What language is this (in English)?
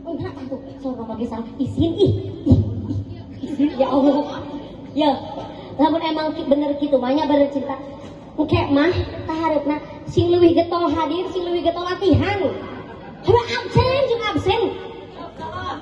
Sundanese